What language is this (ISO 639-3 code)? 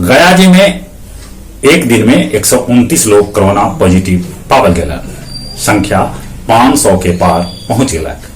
mag